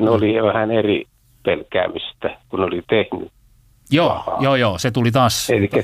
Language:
Finnish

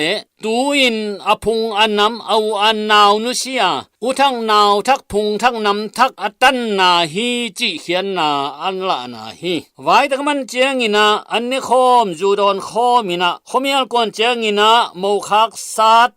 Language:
Tedim Chin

